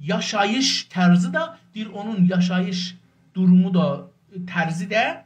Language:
South Azerbaijani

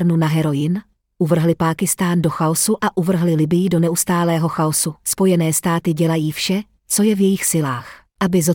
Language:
Czech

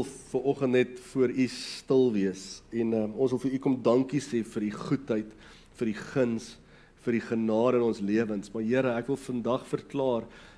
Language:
Afrikaans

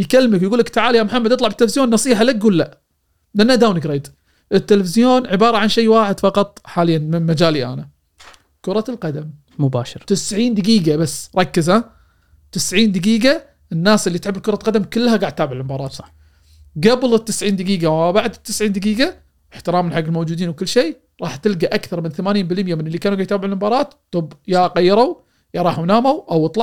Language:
Gulf Arabic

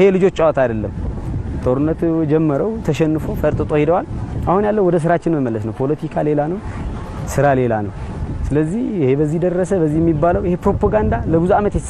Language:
Amharic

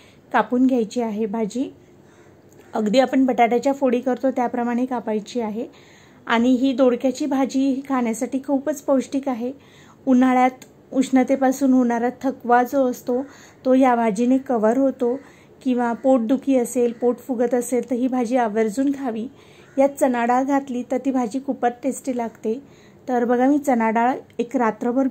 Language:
Marathi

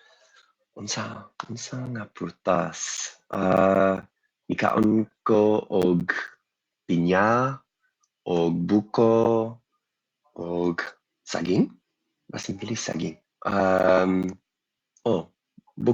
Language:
Cebuano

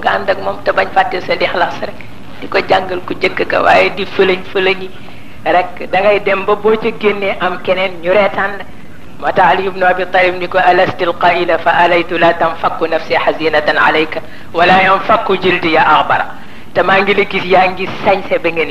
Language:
Wolof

